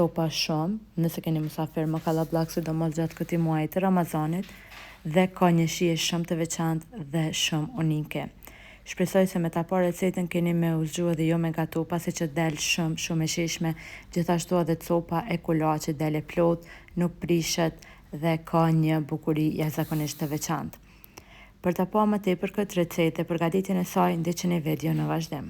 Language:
Albanian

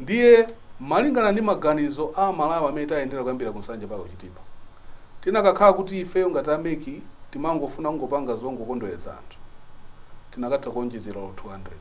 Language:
Nyanja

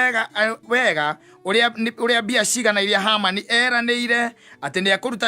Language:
Kikuyu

